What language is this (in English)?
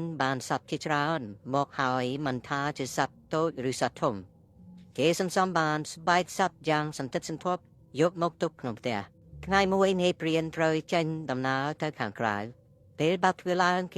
Khmer